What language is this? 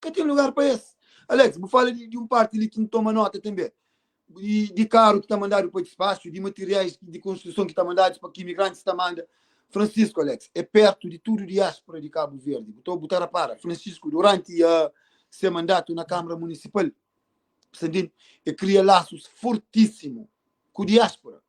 Kabuverdianu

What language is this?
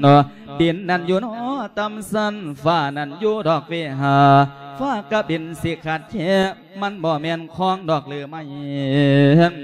Lao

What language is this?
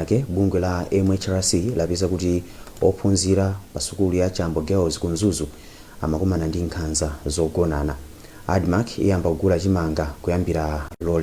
Nyanja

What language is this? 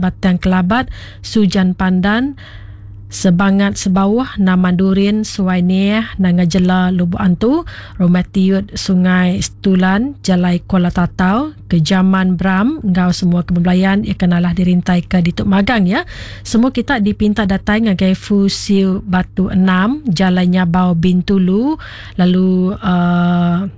Iban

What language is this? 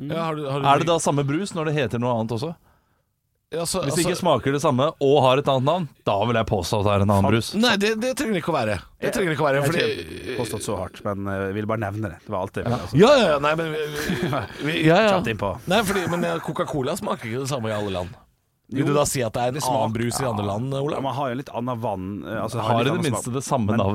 Norwegian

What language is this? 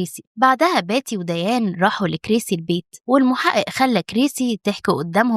Egyptian Arabic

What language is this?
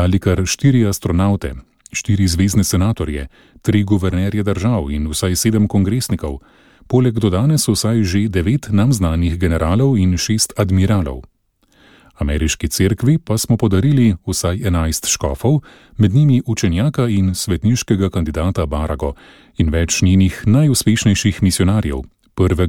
Slovenian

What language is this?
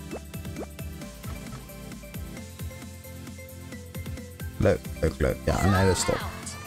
Dutch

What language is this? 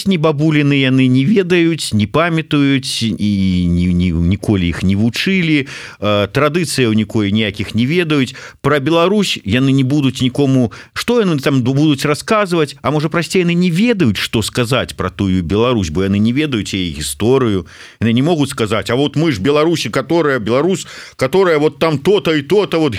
Belarusian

